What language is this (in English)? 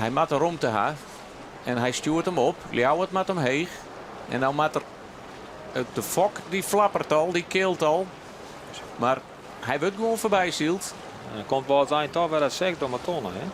Western Frisian